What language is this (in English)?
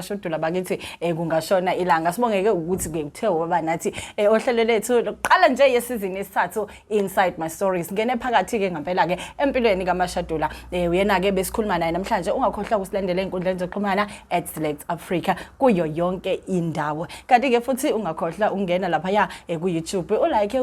Zulu